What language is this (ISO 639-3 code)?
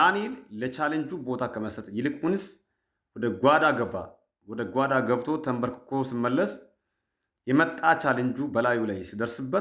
amh